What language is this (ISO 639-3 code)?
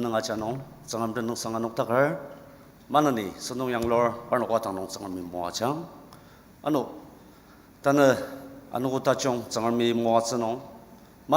njo